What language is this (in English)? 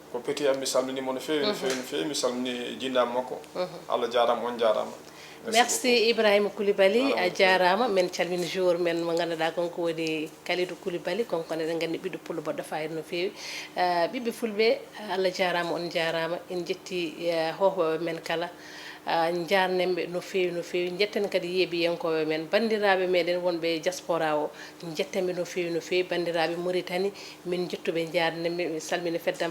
Fula